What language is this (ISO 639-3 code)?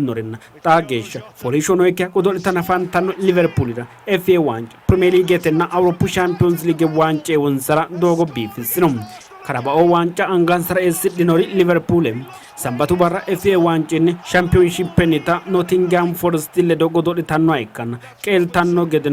sid